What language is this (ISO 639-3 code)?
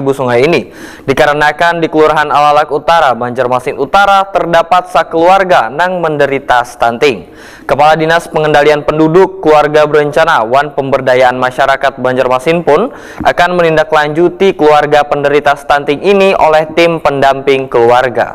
bjn